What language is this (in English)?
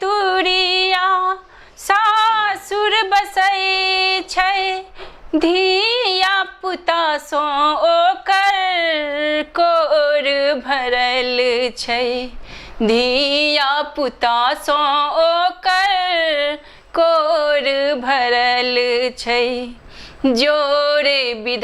Maithili